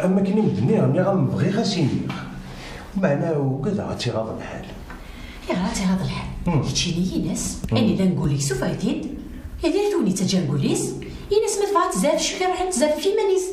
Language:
Kabyle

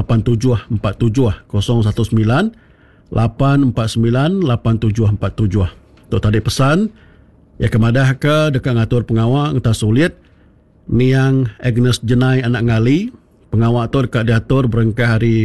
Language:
Iban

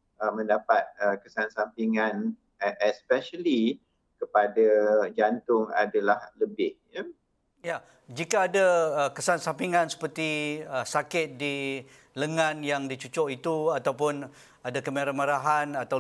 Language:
Malay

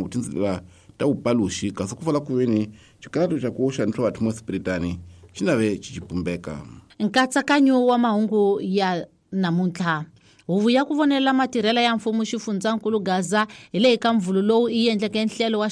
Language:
Tsonga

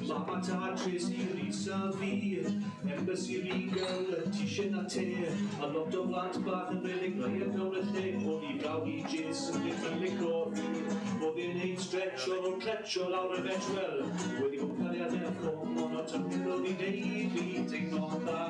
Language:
Welsh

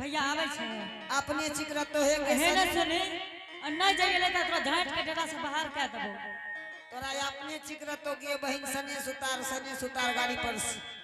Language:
Angika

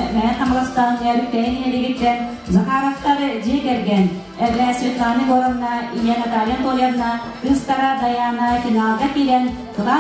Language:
Yakut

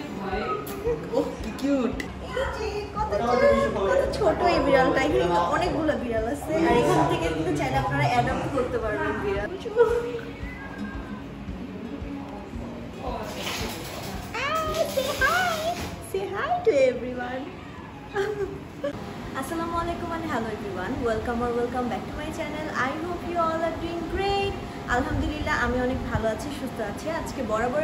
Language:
Bangla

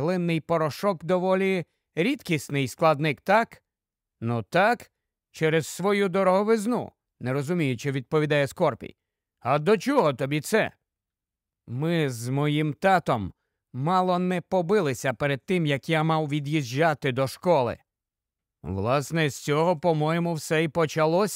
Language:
Ukrainian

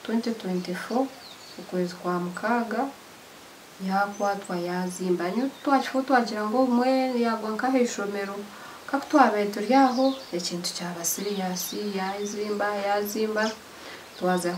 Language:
Nyankole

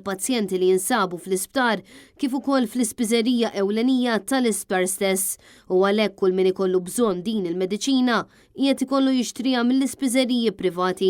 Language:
Maltese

